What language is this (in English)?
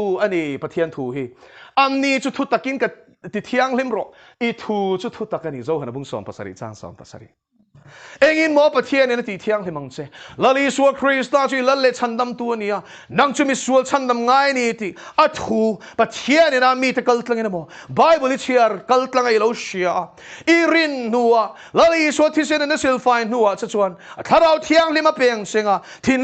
Mizo